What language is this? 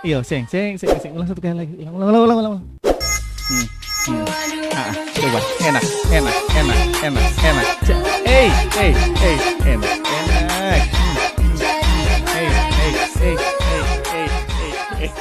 Ambonese Malay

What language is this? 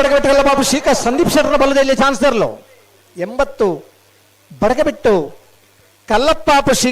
Tulu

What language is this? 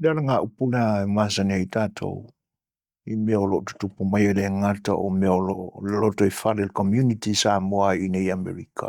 Samoan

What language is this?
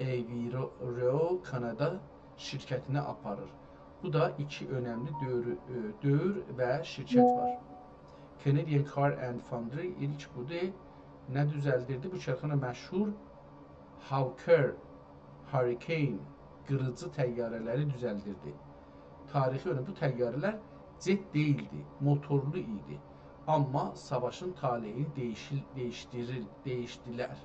South Azerbaijani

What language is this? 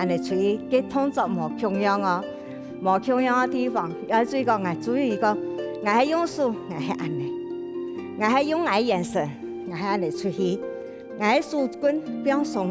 Hakka Chinese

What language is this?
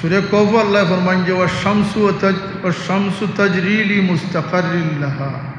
Sylheti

